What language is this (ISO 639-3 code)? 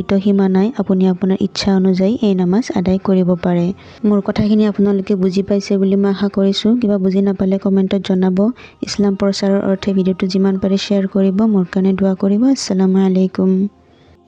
asm